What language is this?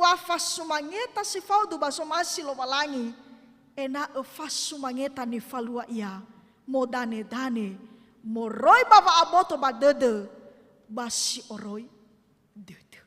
Nias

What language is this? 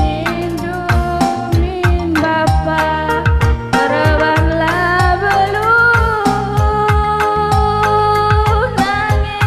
Batak Karo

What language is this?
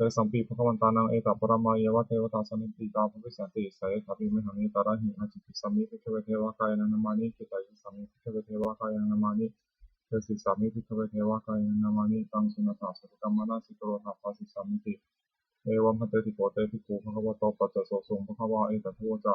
Pali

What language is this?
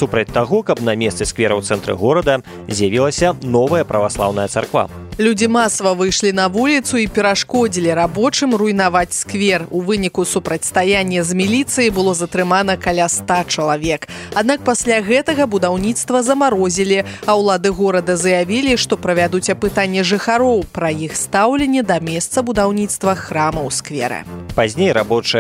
Belarusian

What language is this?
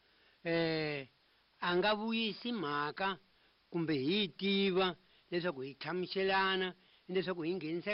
Tsonga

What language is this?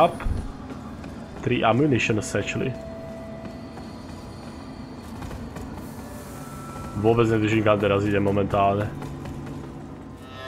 Slovak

